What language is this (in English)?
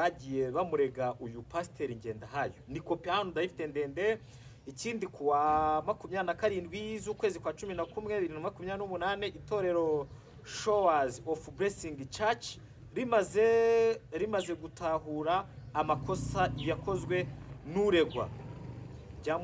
Kinyarwanda